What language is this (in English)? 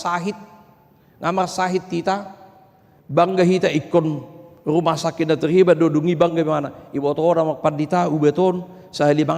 Batak Toba